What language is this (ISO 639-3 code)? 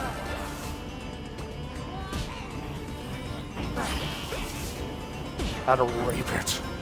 eng